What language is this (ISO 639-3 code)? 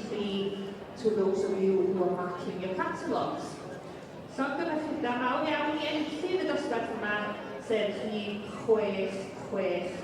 cym